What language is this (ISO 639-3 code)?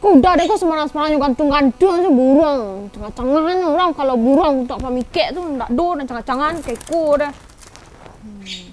min